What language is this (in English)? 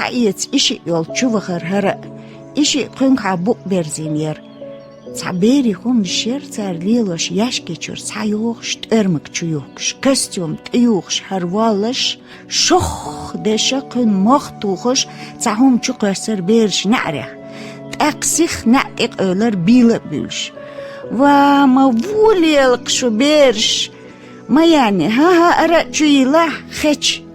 Chechen